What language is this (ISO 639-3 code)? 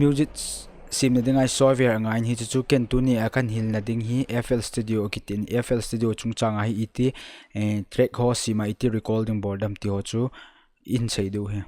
tcz